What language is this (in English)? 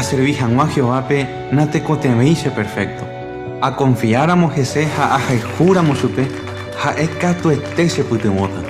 Guarani